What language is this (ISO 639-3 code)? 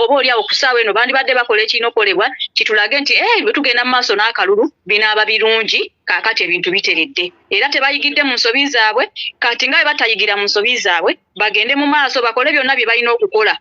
lug